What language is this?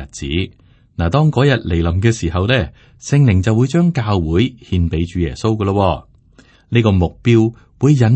Cantonese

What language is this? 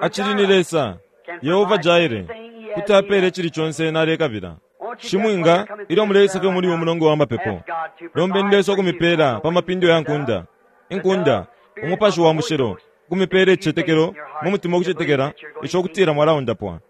Bemba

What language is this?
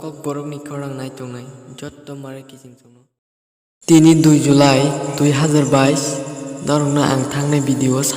Kok Borok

